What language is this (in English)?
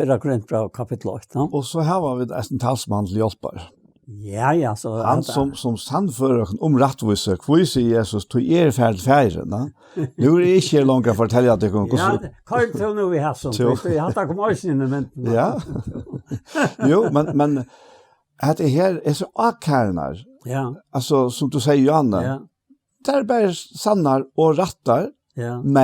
Faroese